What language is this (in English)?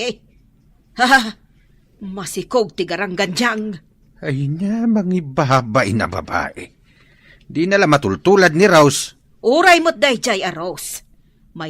Iloko